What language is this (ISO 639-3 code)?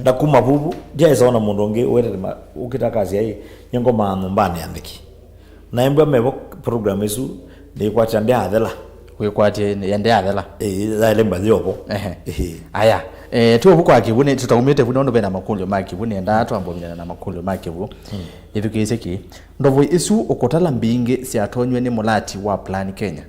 kam